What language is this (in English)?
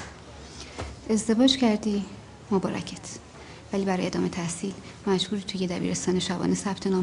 Persian